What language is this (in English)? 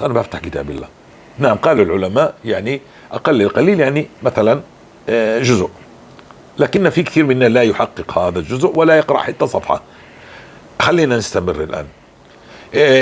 North Levantine Arabic